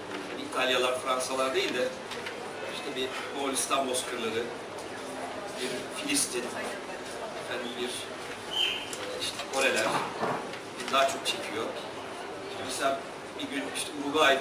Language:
Turkish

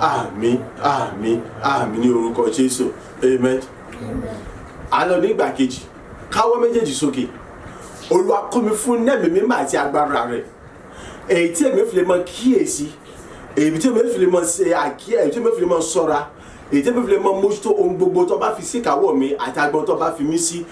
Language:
Yoruba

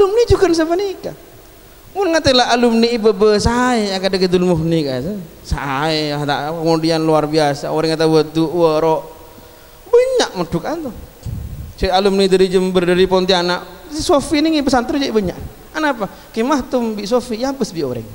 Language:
Madurese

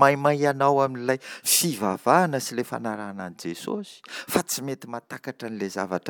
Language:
Malagasy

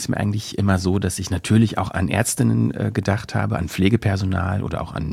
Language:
German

